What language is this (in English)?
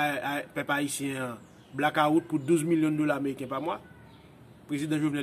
Haitian Creole